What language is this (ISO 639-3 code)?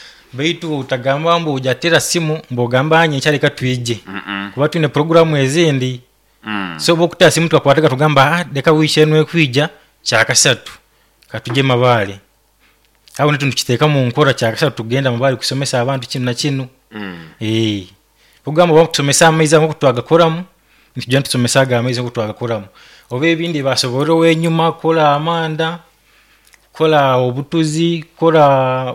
nyo